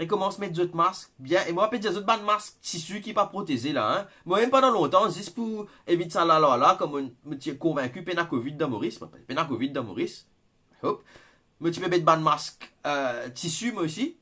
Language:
Morisyen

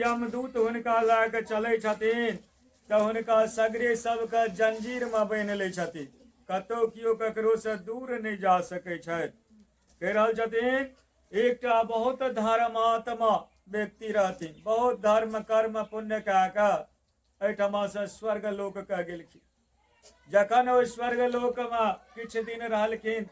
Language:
Maithili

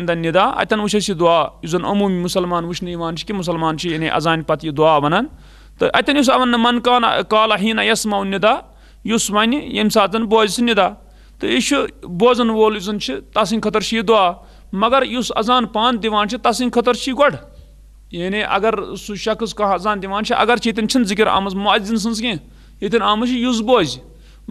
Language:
Kashmiri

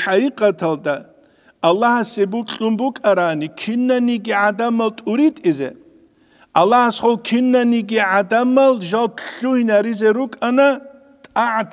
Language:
Avaric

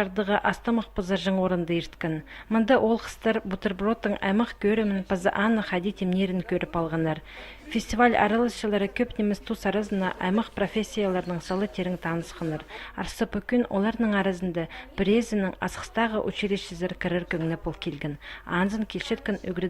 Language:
Khakas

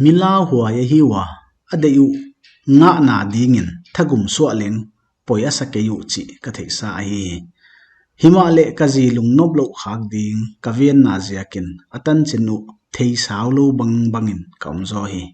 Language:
Paite Chin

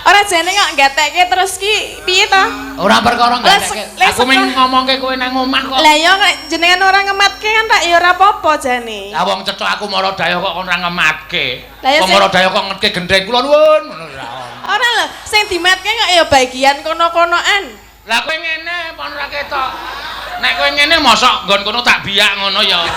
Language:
Javanese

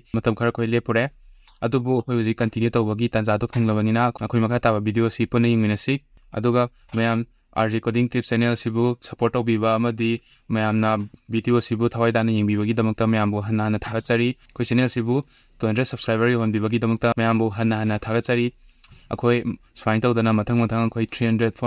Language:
Manipuri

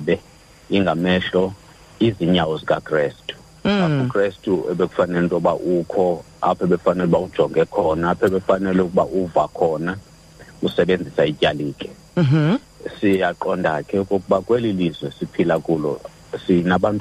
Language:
Xhosa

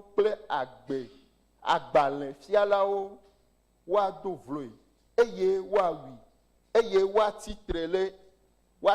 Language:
Ewe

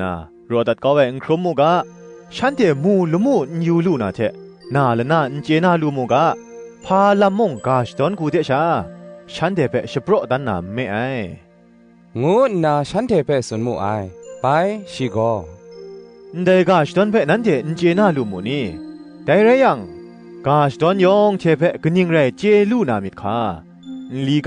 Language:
Kachin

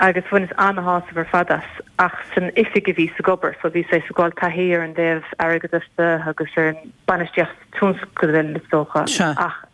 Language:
Irish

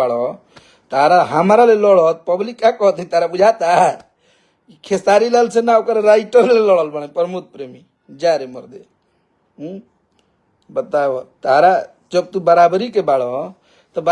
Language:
Bhojpuri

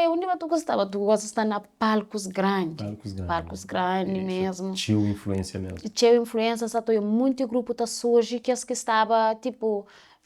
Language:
Kabuverdianu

